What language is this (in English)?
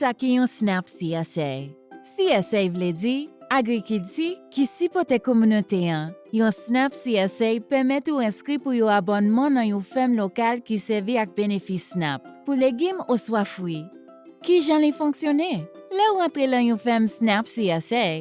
Haitian Creole